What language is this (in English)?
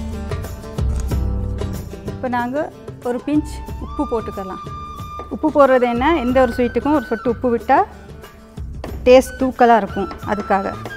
Tamil